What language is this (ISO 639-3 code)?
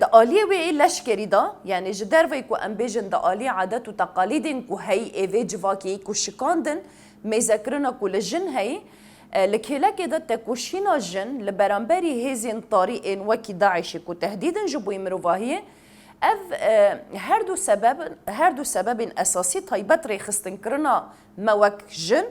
kur